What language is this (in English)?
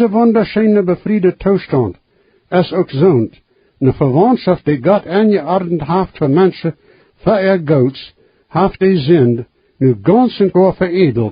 Plautdietsch